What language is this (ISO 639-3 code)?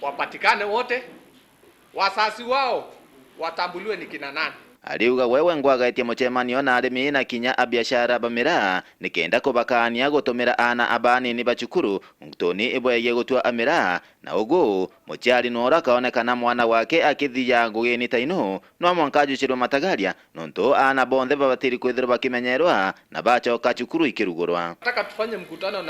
mer